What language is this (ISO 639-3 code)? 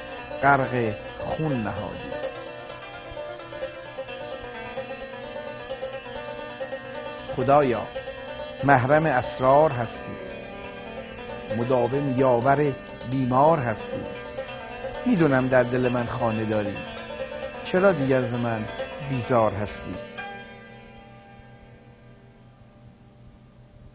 fas